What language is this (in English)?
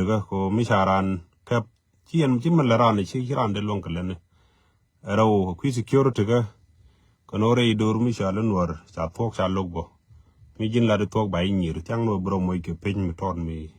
Nuer